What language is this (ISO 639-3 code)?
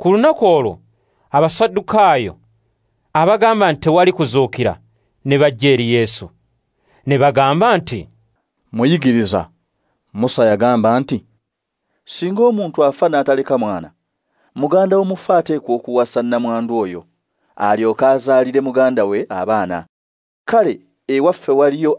lug